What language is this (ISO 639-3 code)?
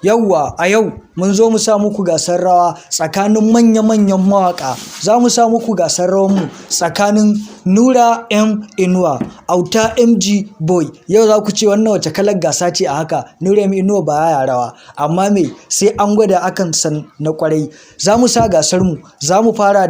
hau